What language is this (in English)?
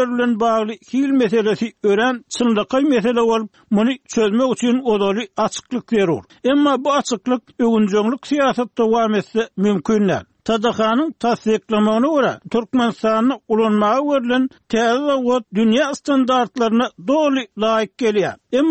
Turkmen